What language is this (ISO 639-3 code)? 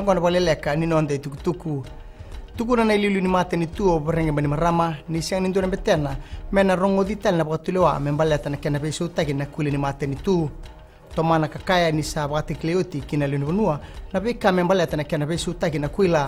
fij